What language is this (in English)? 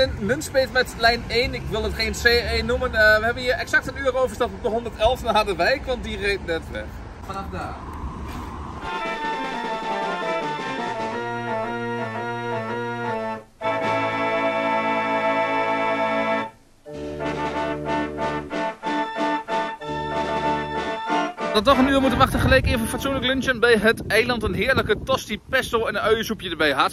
Dutch